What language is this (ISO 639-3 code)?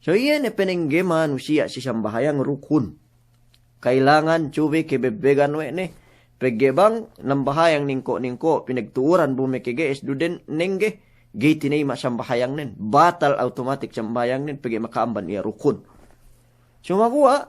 yka